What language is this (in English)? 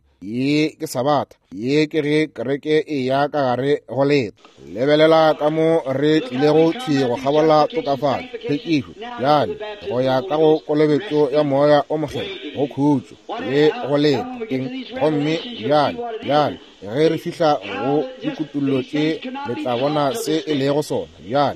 Northern Sotho